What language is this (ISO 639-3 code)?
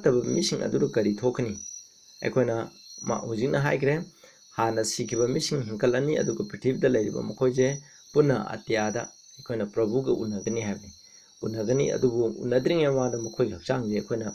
mni